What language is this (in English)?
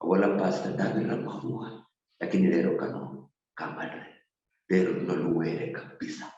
Luyia